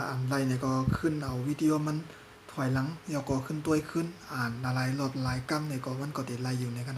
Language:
Shan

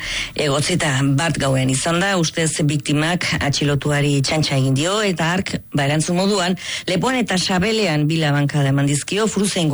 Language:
Basque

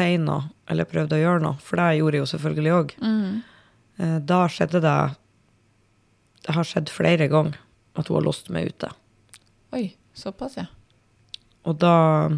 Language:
Norwegian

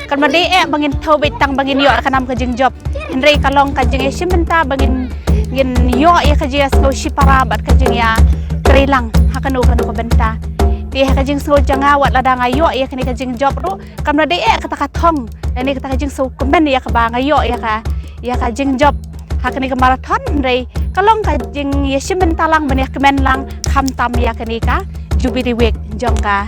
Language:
Khasi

